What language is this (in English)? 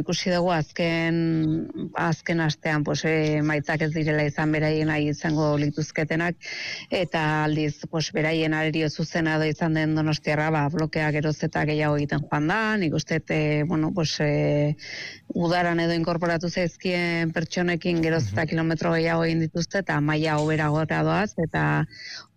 Basque